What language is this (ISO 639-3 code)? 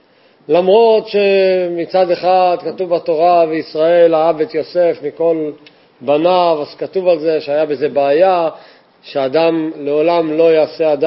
heb